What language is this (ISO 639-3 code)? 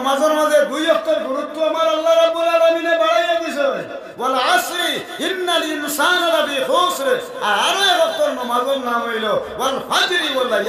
syl